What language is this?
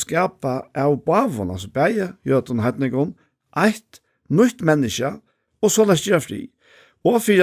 Faroese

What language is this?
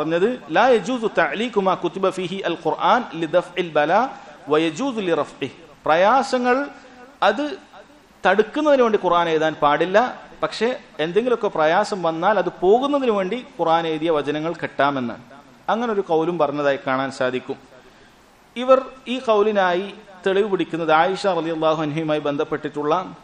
Malayalam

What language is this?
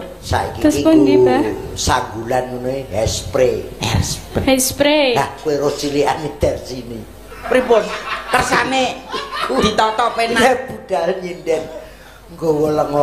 Javanese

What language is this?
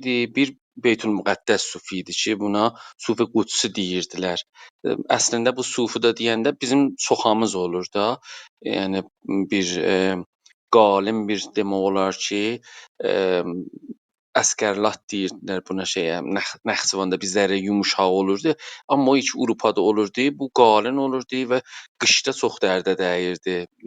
South Azerbaijani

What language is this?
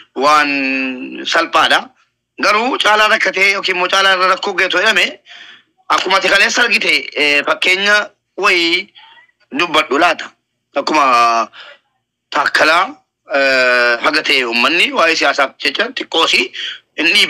Oromo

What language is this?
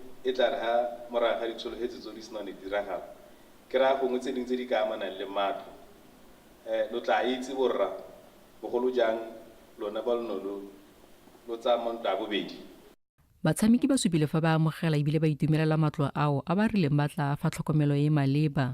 Tswana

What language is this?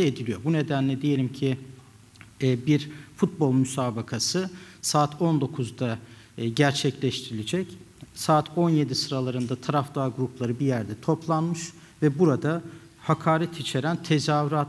Turkish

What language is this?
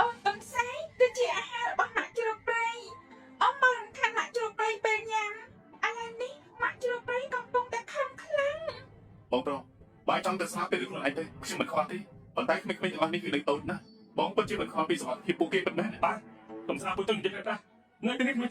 Khmer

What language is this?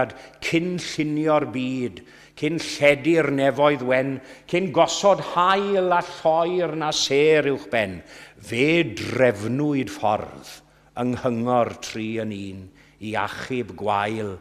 Welsh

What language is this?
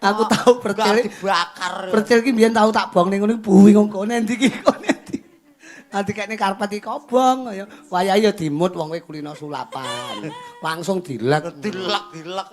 Javanese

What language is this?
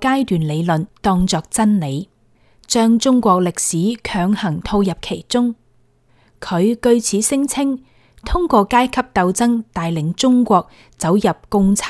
Cantonese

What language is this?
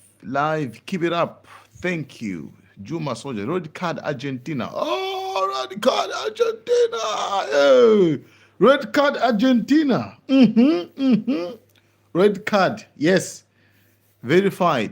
Nyanja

